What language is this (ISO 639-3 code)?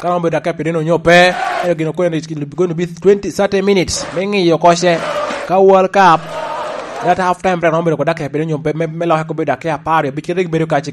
laj